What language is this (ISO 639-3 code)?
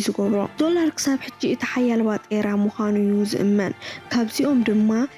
tir